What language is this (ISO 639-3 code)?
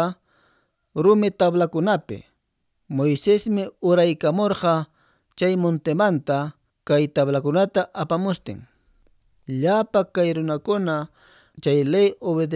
que